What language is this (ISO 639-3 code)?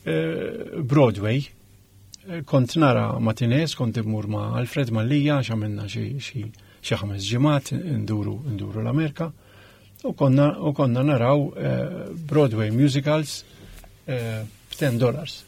mlt